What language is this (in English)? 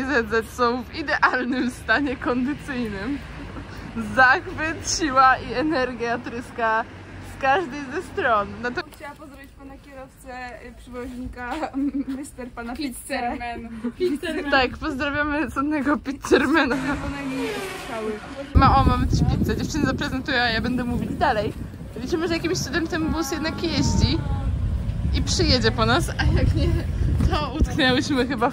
Polish